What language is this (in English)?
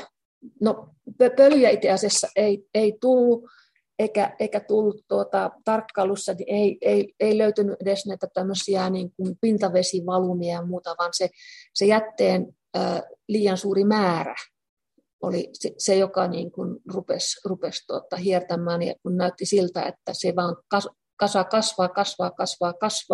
Finnish